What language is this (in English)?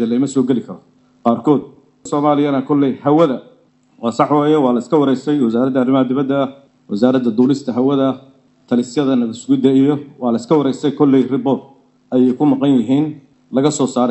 Somali